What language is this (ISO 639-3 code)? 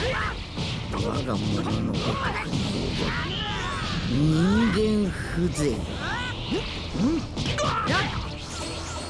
jpn